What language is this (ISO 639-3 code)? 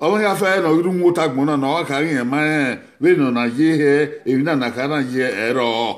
bin